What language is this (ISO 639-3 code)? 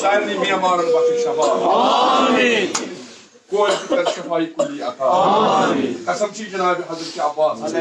kas